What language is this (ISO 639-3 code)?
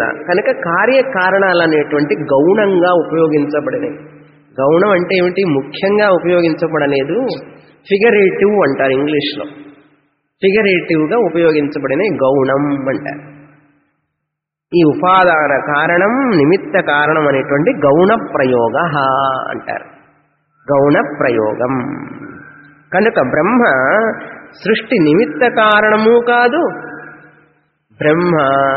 tel